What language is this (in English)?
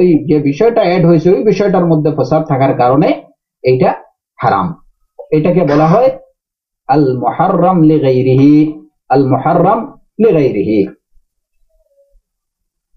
Bangla